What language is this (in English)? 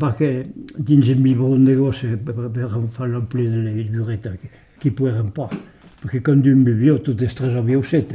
Occitan